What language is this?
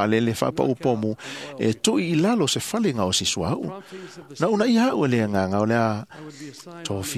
Samoan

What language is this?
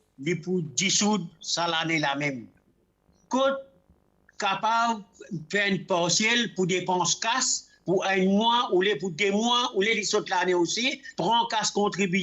Morisyen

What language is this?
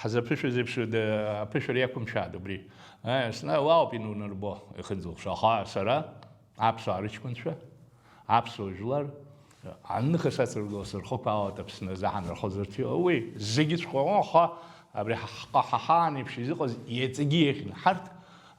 Abkhazian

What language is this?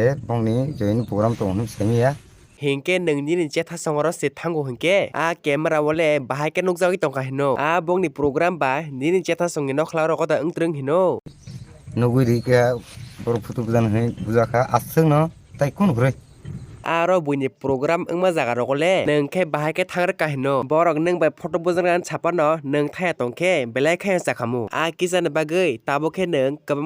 Kok Borok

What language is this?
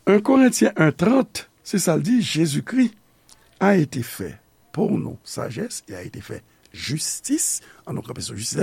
Haitian Creole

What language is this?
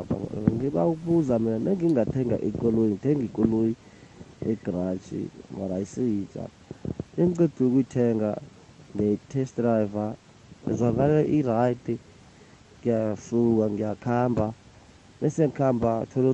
South Ndebele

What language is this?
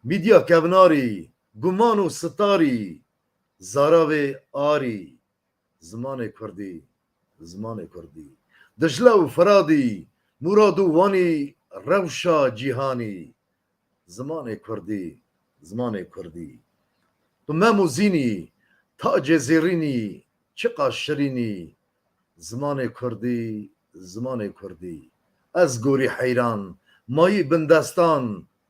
Kurdish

